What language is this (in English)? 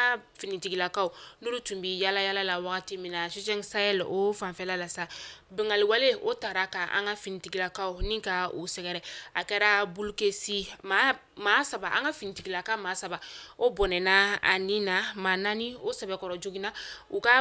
Bambara